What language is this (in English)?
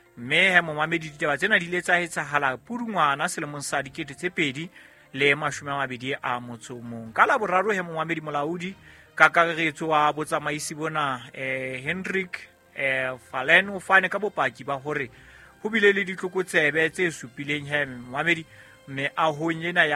Southern Sotho